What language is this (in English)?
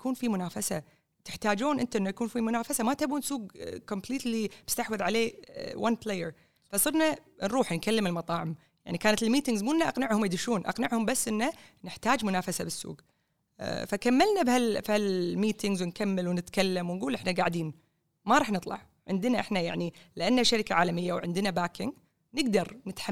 Gulf Arabic